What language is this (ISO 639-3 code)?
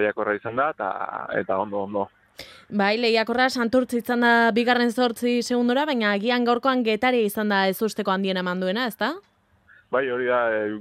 eus